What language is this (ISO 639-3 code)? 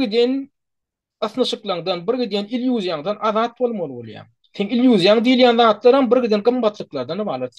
tuk